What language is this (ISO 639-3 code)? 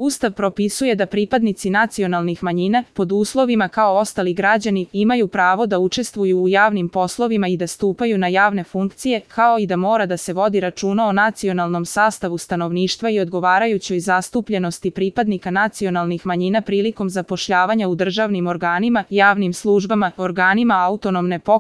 srp